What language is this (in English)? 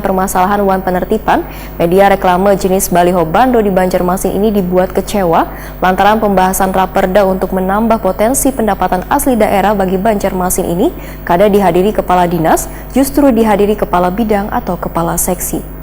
Banjar